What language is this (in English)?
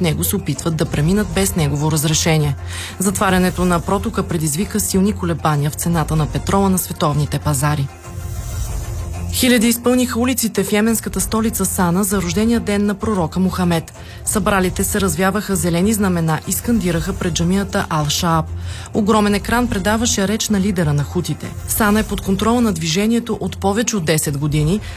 Bulgarian